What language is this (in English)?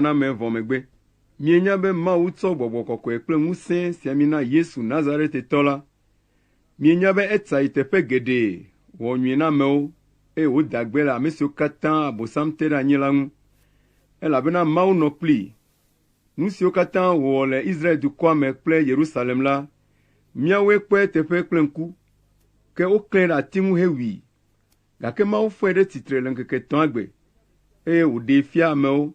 Ewe